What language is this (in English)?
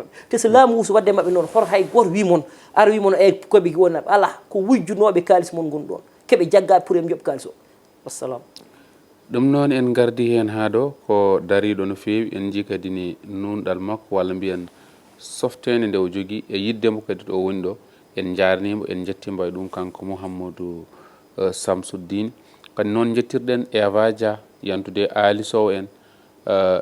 Fula